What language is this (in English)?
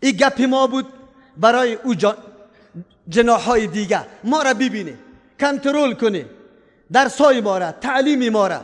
Persian